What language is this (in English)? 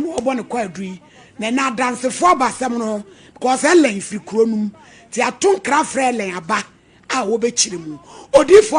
Akan